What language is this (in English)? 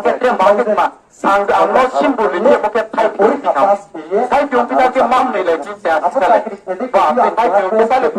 Riang (India)